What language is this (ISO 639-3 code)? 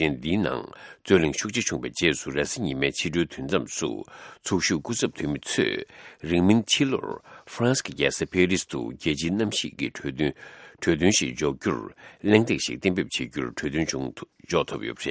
bod